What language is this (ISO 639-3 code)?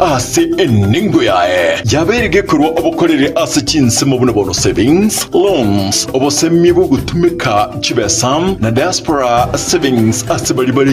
guz